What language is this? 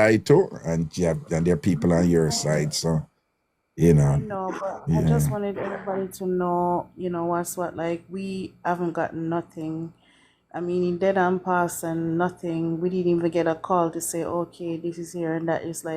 Jamaican Creole English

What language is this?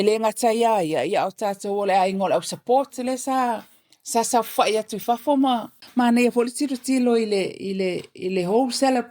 Samoan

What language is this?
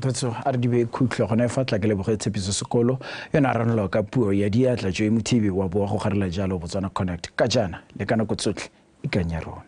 Tswana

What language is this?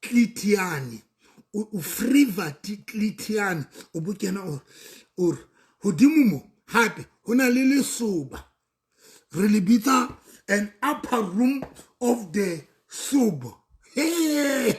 Southern Sotho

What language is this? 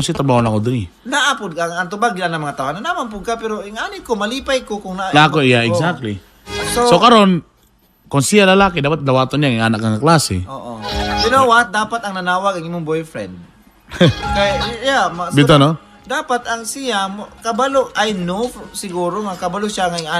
Cebuano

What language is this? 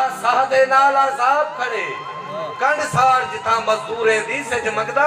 Saraiki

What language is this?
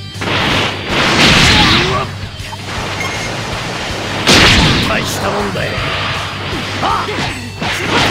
Japanese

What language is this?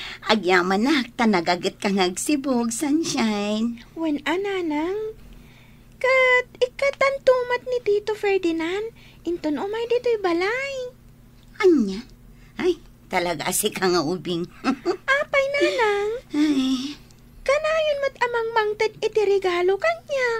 Iloko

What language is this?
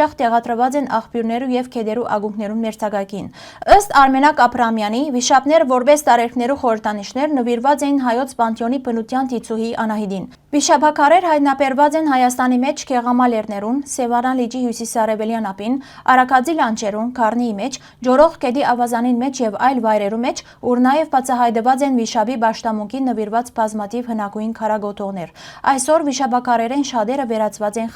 Western Armenian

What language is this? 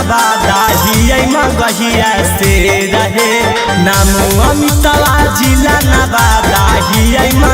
Magahi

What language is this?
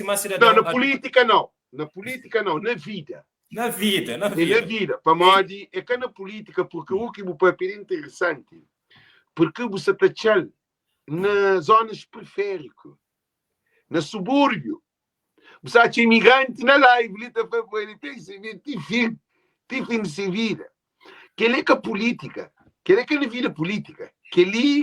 Kabuverdianu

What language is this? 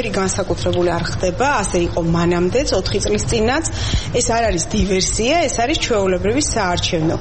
Georgian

